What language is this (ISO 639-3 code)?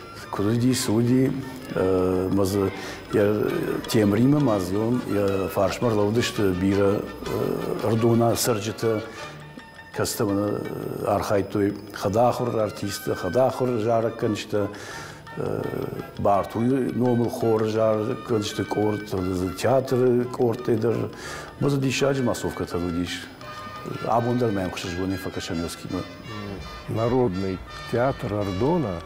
oss